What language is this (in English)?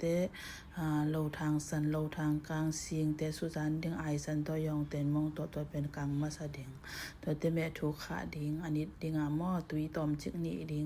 Tedim Chin